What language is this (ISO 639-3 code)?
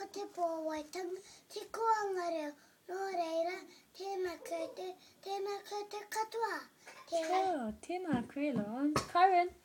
mri